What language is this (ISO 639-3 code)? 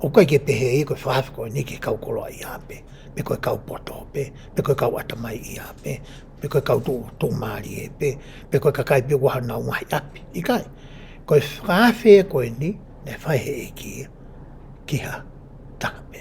ton